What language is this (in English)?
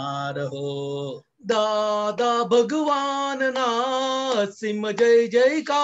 Gujarati